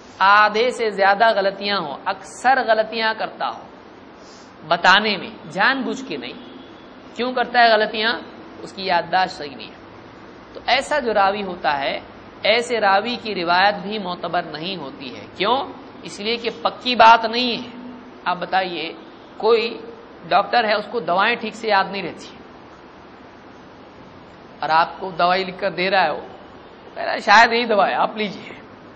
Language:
Urdu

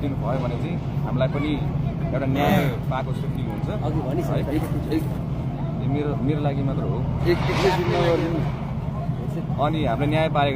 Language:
Nepali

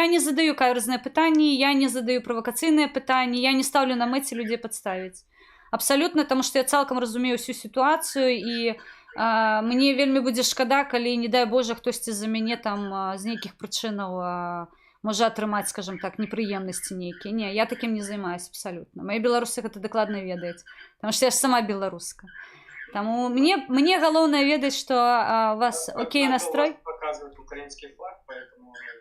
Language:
Belarusian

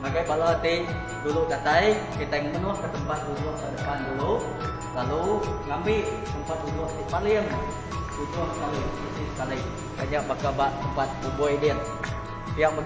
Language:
Iban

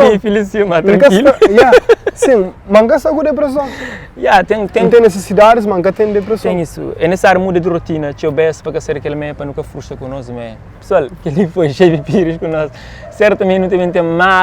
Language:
Kabuverdianu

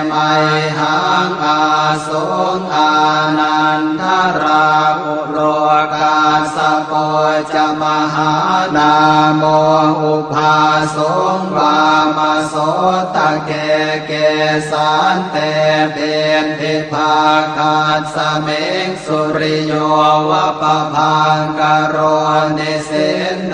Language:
Pali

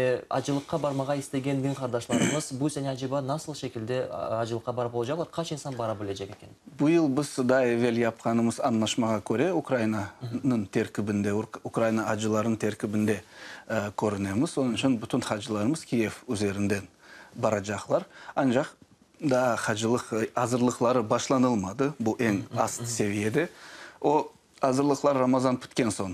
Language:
Crimean Tatar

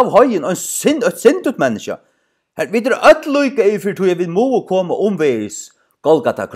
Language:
Faroese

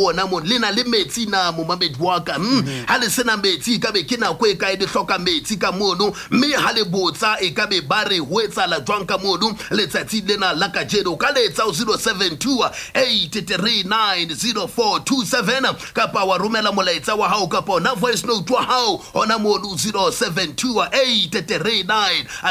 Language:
Southern Sotho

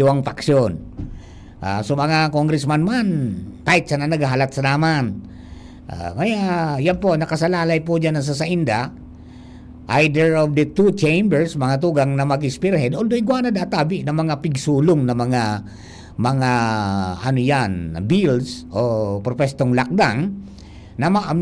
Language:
Bikol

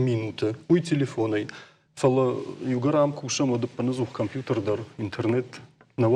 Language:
Ossetic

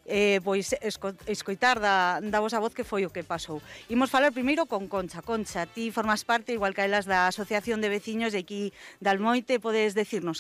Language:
Galician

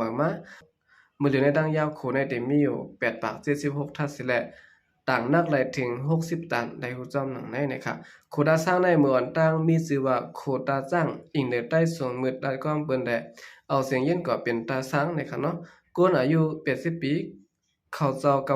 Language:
Shan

